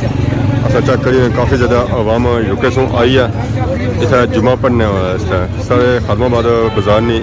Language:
Pahari-Potwari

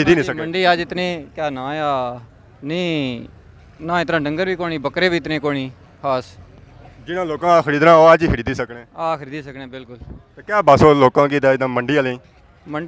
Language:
Pahari-Potwari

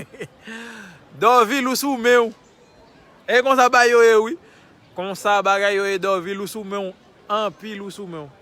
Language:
Haitian Creole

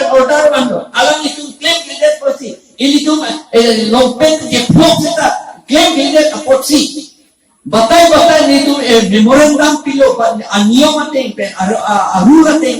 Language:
Karbi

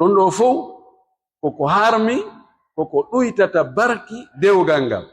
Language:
Pular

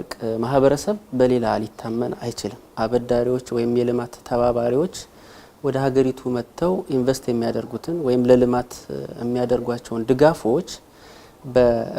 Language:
Amharic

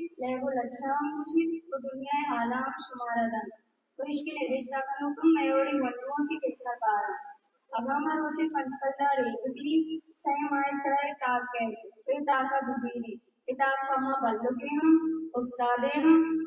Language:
Baluchi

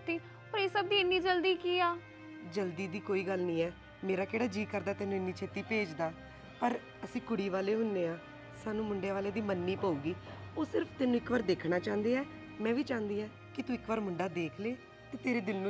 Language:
Punjabi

